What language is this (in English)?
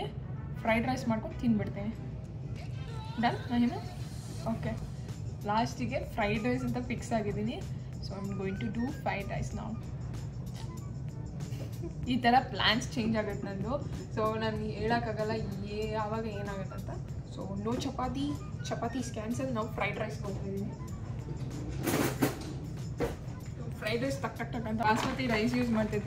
Kannada